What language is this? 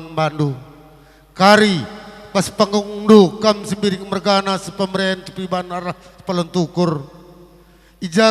Batak Karo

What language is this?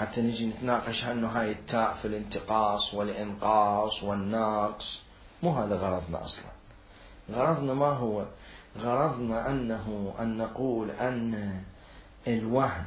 Mesopotamian Arabic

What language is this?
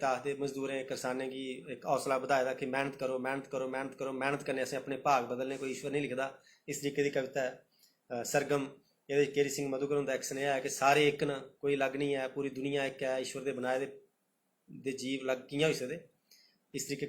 Dogri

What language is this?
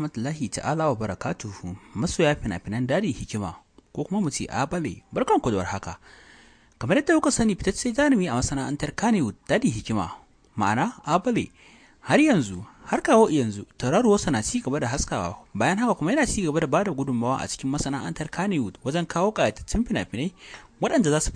Hausa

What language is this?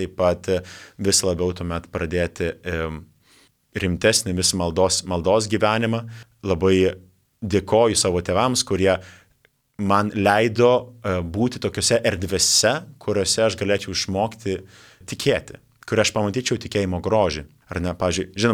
Lithuanian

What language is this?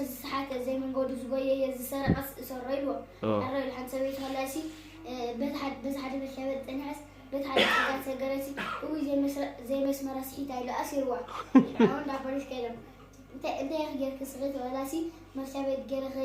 Tigrinya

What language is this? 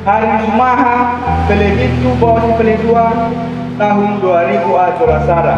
Nias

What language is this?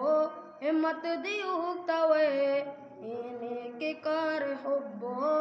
Eastern Balochi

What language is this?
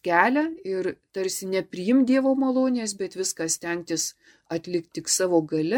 Lithuanian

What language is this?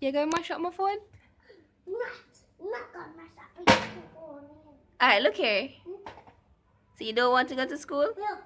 Jamaican Creole English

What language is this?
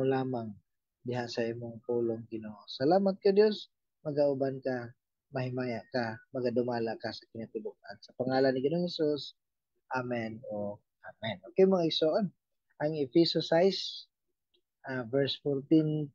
Cebuano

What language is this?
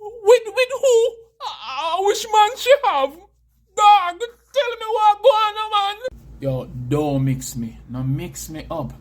Jamaican Creole English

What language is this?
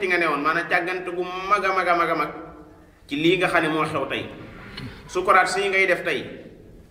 Wolof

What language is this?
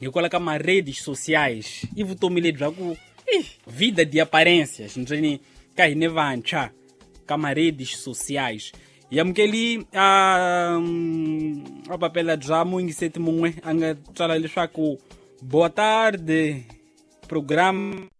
Tsonga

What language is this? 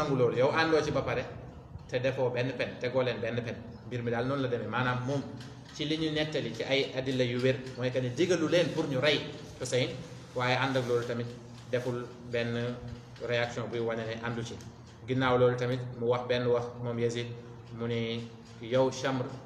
Wolof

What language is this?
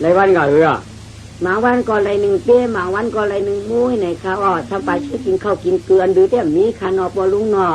Shan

